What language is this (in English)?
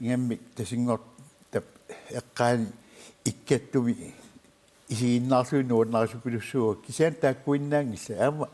Kalaallisut